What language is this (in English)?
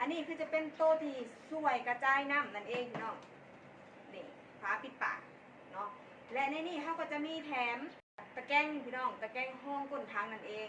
Northeastern Thai